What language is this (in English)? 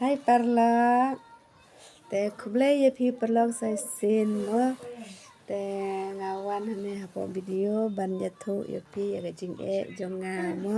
Khasi